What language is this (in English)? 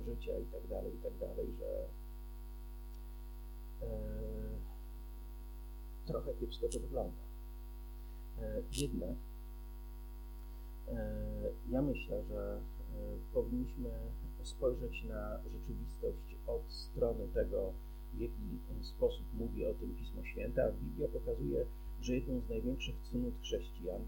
Polish